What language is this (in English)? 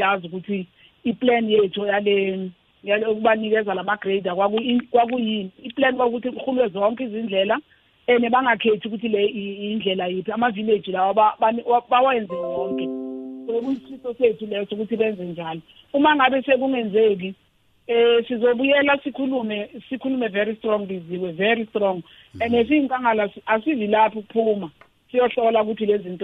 South Ndebele